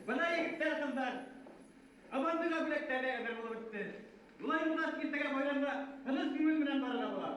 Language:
Bashkir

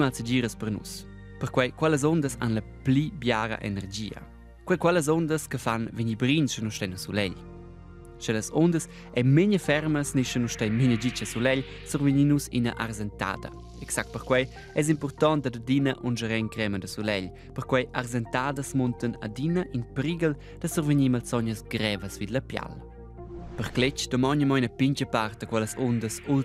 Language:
Romansh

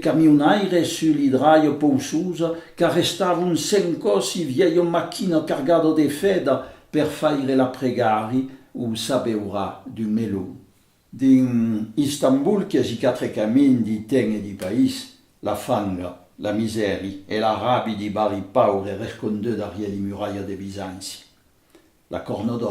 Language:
Occitan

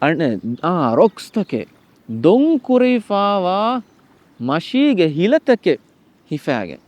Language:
Divehi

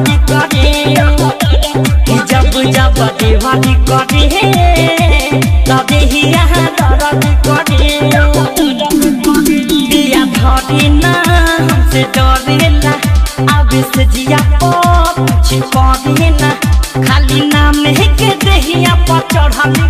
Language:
Bhojpuri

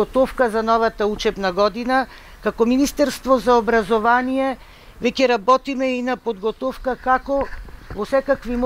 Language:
Macedonian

